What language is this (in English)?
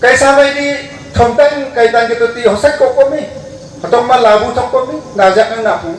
Wancho Naga